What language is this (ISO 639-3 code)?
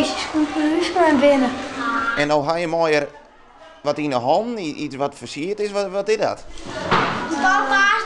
fry